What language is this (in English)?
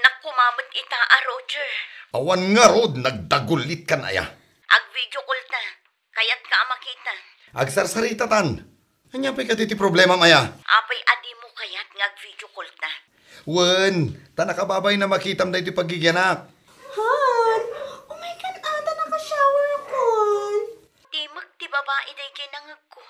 Iloko